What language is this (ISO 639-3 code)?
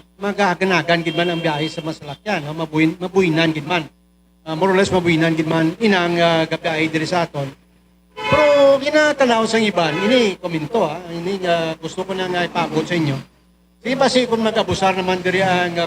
hil